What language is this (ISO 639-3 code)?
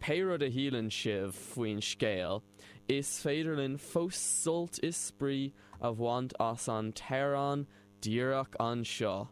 gle